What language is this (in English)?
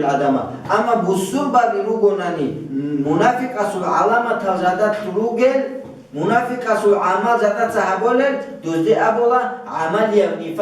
Avaric